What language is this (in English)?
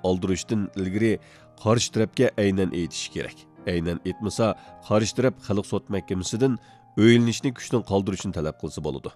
Uyghur